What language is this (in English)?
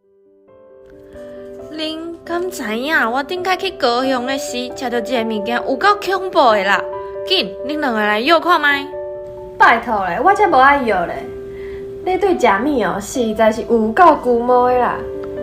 Min Nan Chinese